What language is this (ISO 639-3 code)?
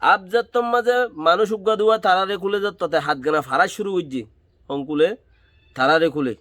rhg